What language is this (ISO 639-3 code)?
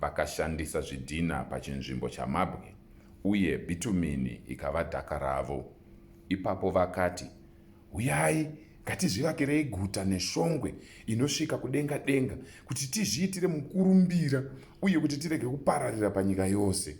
sna